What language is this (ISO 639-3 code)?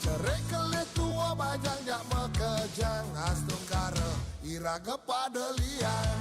ban